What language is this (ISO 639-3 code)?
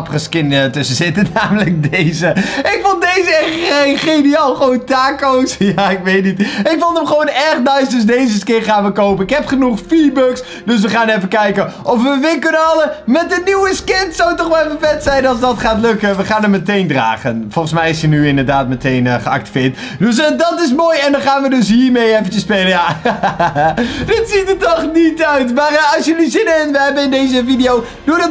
nld